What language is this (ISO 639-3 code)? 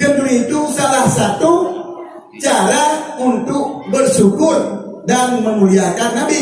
ace